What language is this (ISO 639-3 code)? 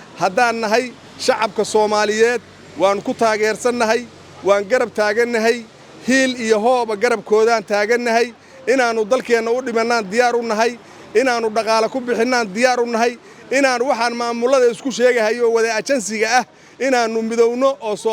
som